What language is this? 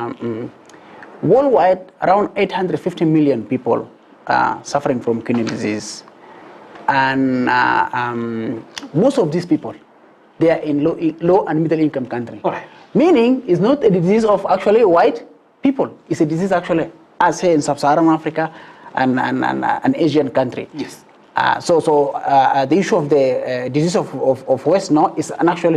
Gusii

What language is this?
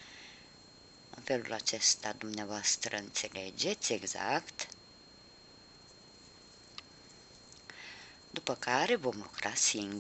Romanian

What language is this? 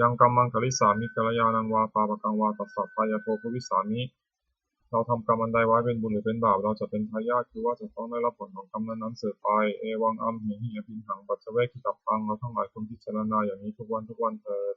Pali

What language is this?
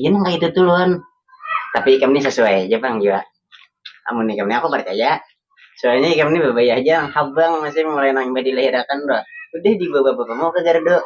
Banjar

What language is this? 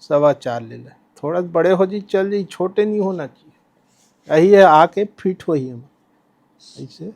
Chhattisgarhi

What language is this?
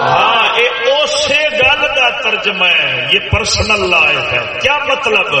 Saraiki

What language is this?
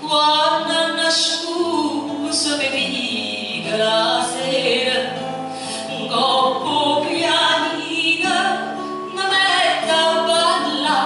Neapolitan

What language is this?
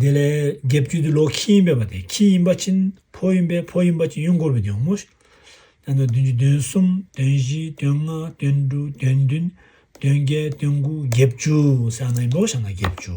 Tibetan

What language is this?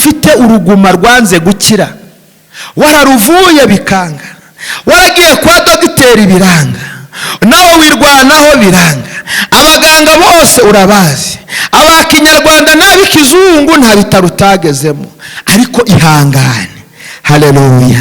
Kinyarwanda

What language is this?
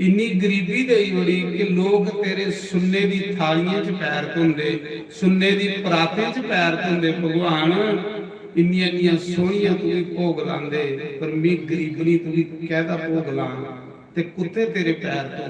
Dogri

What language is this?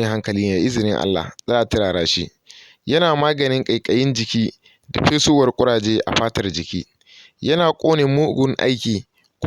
Hausa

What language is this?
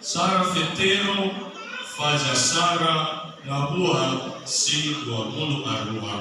Nias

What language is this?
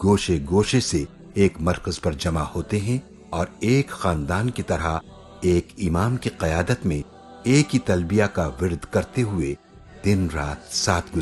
Urdu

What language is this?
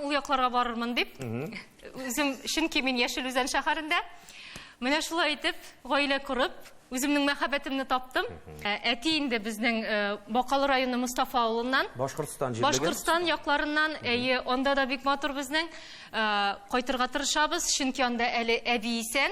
Tatar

